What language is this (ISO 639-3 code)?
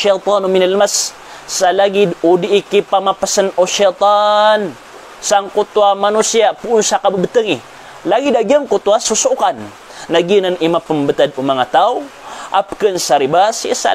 mrw